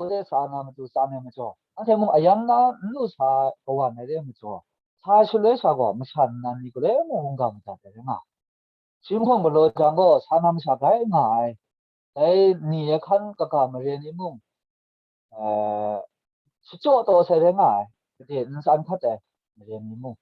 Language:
Kachin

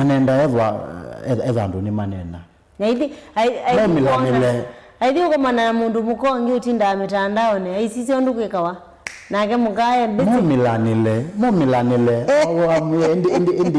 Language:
Kamba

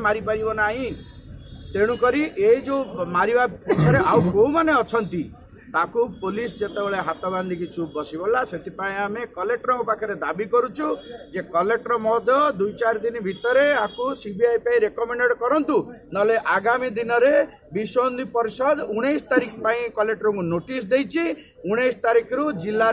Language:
Odia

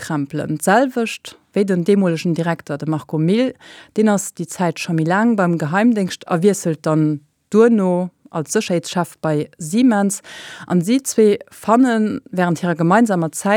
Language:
Luxembourgish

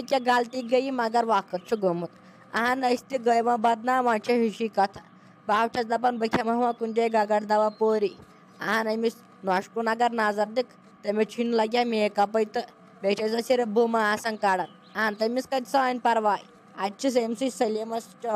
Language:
Kashmiri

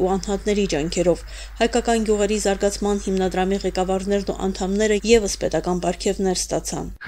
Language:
Armenian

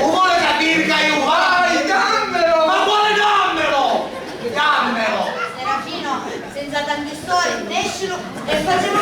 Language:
Sicilian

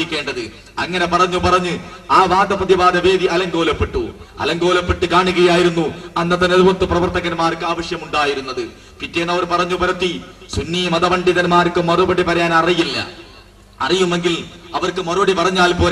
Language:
Malayalam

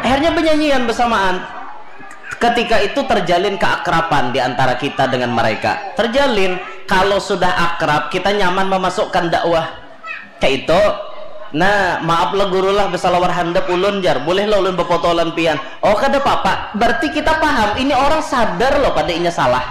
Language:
Banjar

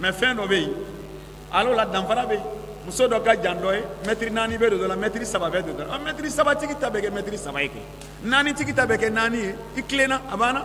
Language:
Bambara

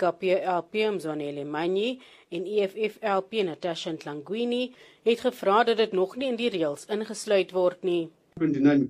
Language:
Afrikaans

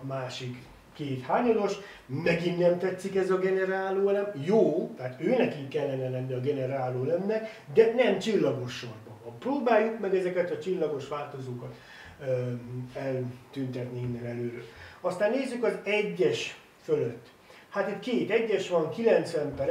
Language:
Hungarian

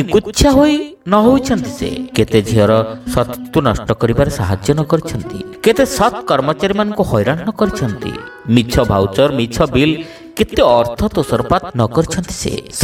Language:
Odia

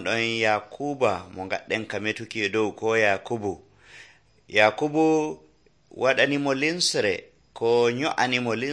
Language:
Nigerian Fulfulde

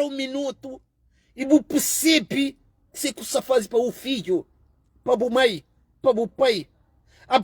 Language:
Kabuverdianu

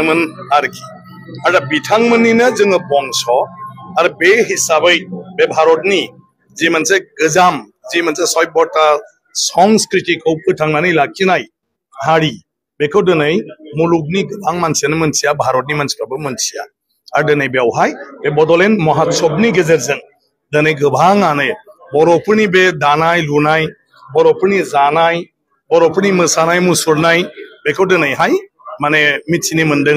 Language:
Bodo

